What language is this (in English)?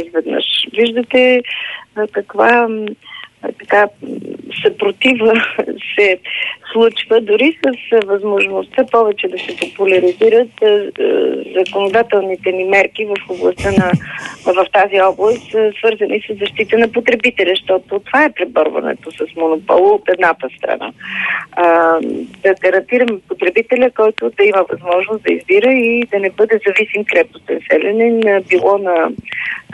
Bulgarian